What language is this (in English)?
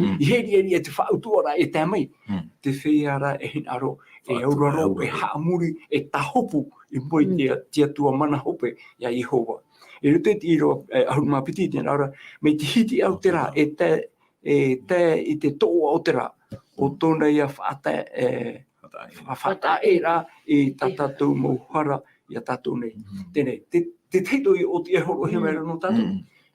Tahitian